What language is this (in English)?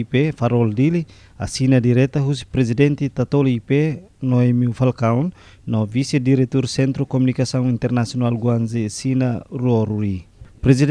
Tetum